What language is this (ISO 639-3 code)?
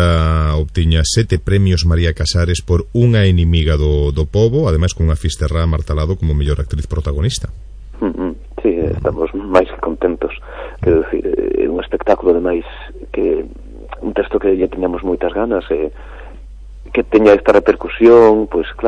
glg